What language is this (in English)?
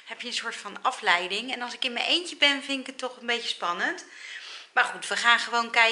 Dutch